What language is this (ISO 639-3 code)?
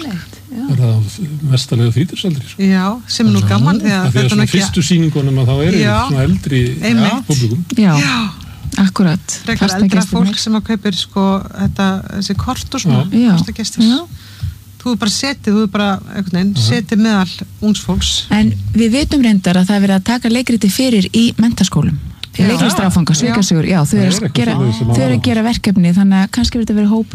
isl